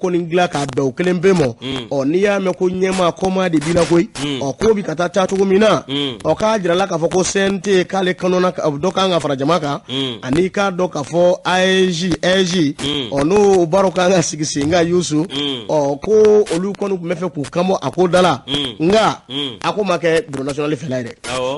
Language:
Bambara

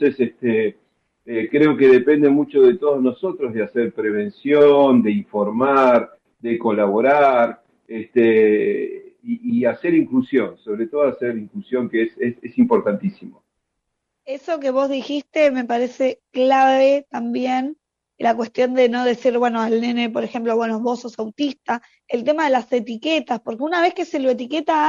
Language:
Spanish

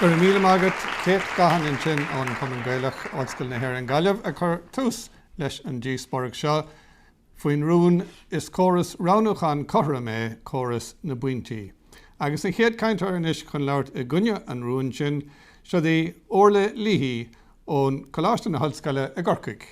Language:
Irish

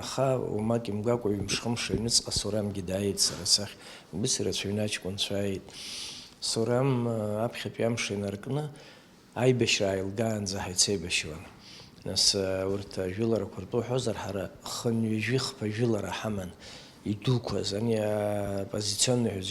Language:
Abkhazian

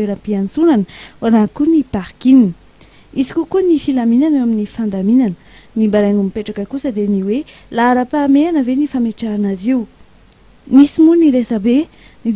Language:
Malagasy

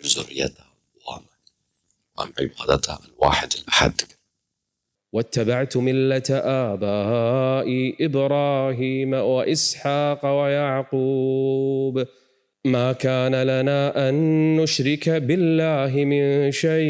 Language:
Kurdish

